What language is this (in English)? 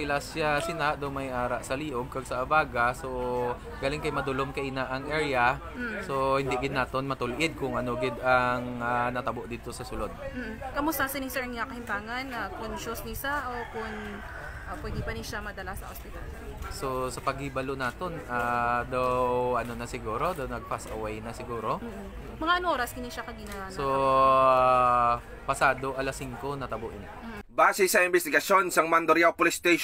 Hiligaynon